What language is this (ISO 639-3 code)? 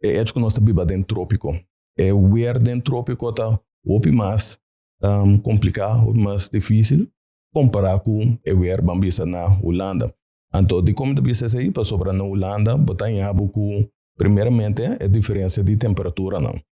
pap